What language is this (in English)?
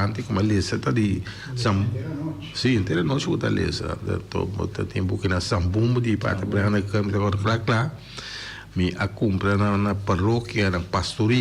Papiamento